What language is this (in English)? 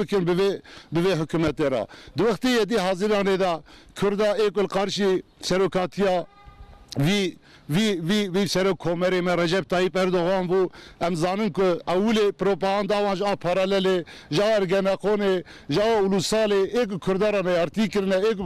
Kurdish